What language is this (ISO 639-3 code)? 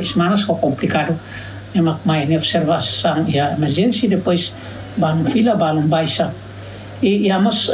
tet